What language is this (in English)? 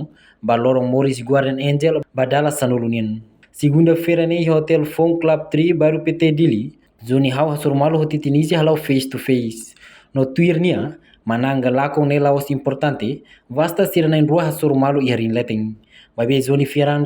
Tetum